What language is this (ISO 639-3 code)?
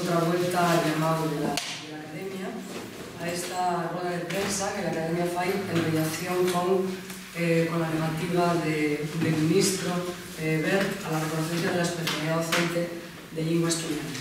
ast